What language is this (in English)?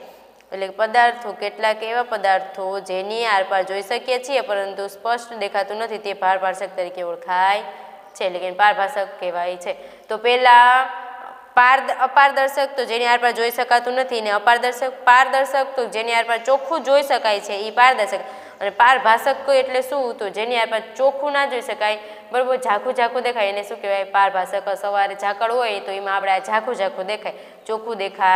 Gujarati